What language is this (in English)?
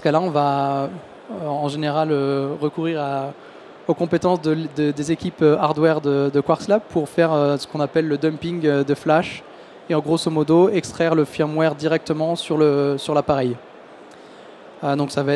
French